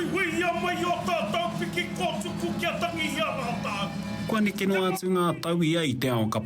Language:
Māori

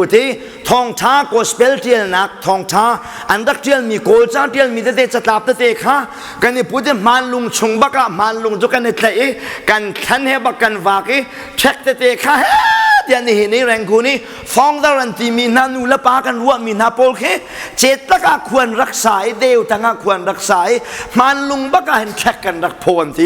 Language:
Hakha Chin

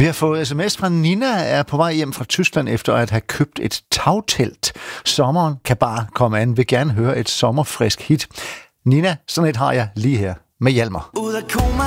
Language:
Danish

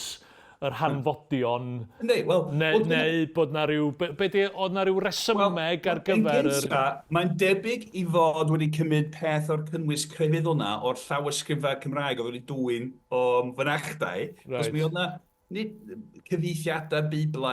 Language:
Welsh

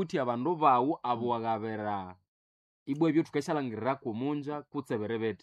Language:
Nande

